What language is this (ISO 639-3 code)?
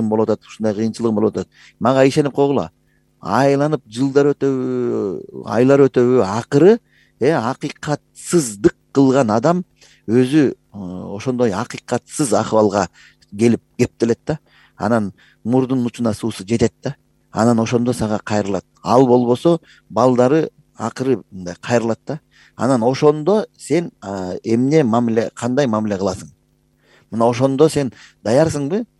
kir